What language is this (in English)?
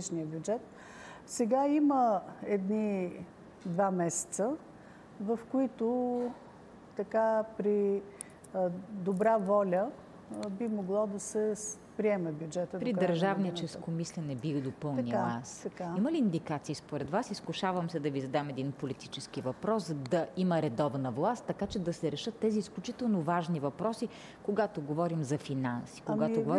Bulgarian